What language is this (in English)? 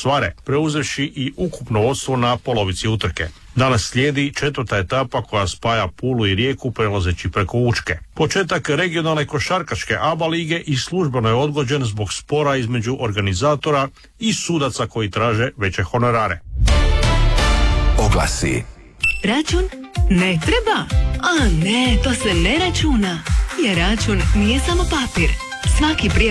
Croatian